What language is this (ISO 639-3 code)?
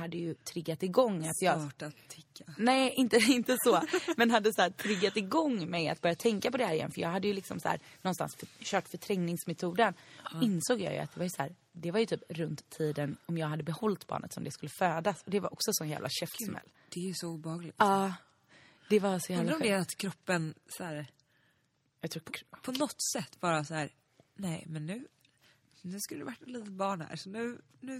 swe